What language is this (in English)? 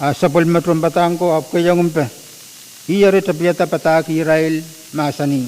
Pohnpeian